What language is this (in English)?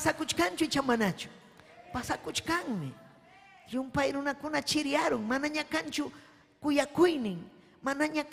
Ayacucho Quechua